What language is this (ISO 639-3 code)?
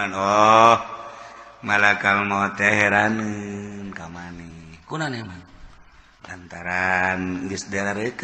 sun